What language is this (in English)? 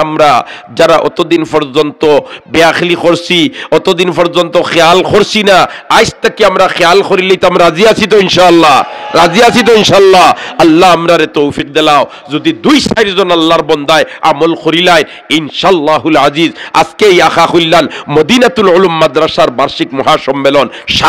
Sylheti